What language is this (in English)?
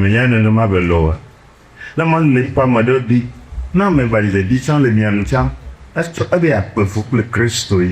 Ewe